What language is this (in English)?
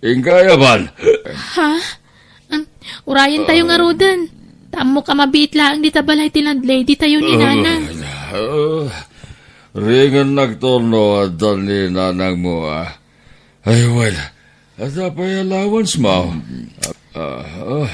Iloko